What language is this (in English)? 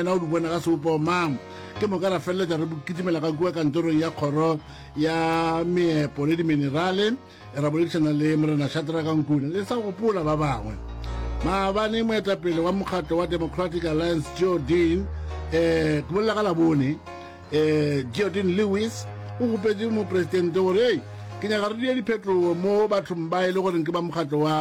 Northern Sotho